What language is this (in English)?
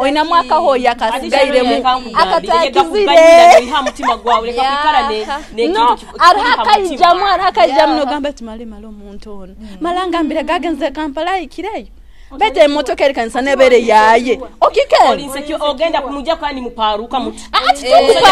Nyoro